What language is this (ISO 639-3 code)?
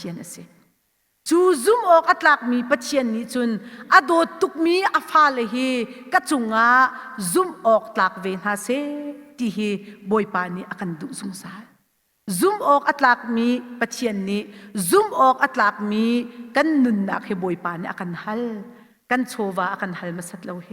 cnh